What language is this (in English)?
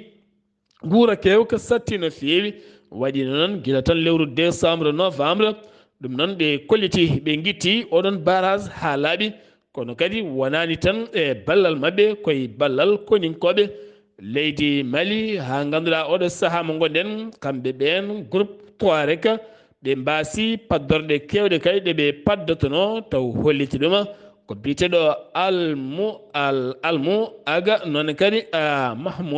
Fula